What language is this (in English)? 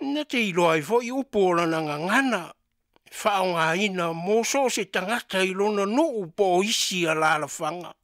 Samoan